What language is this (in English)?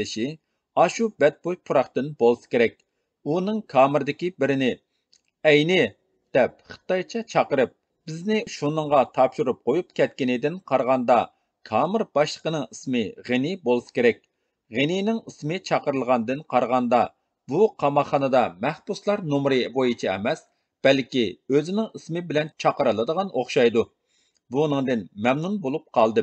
Uyghur